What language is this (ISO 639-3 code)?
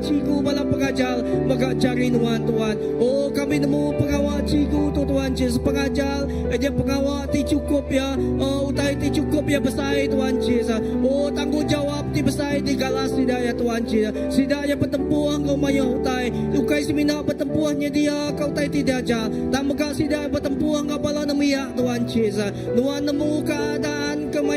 iba